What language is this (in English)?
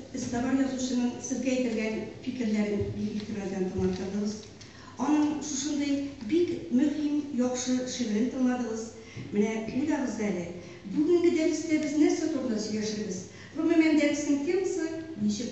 Tatar